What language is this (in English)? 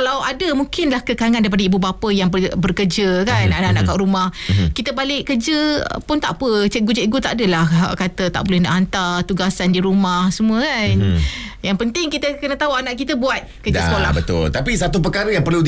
Malay